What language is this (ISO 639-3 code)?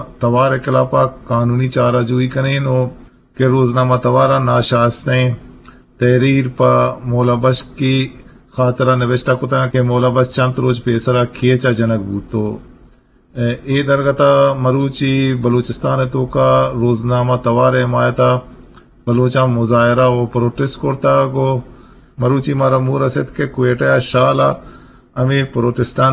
bgp